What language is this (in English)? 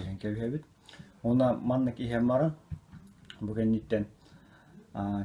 Yakut